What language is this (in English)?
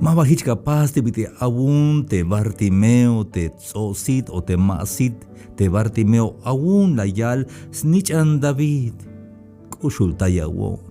Tzeltal